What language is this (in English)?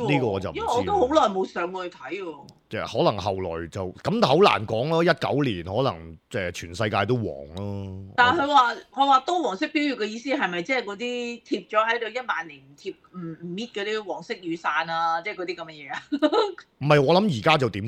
Cantonese